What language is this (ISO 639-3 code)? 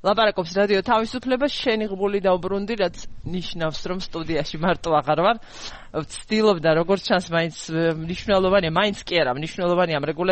kat